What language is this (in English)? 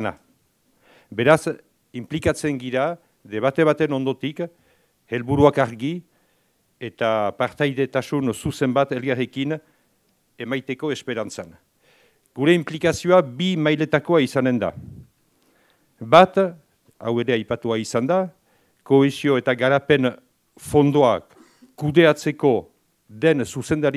Basque